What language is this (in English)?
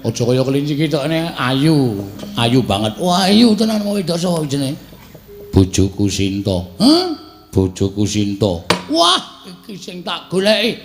Javanese